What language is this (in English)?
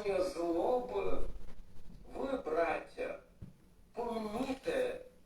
Rusyn